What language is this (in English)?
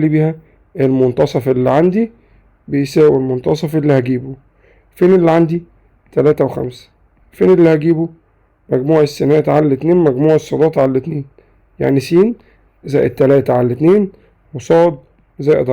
Egyptian Arabic